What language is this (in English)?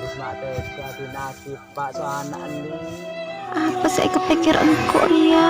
Madurese